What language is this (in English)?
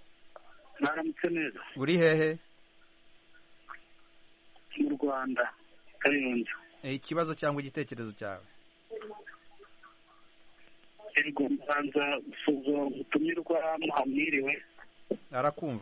Kinyarwanda